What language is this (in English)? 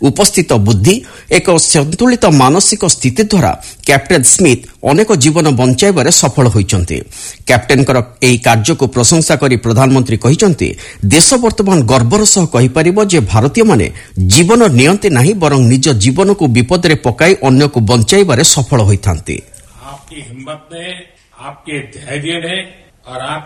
Odia